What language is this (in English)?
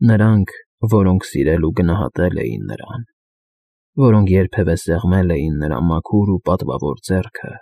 Armenian